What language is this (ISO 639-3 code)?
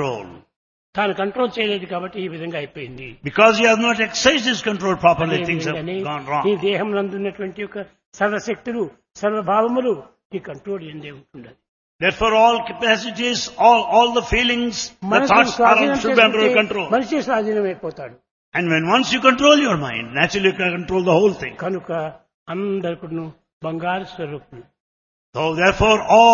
tel